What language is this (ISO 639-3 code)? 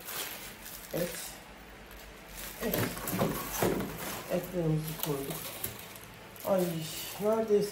tur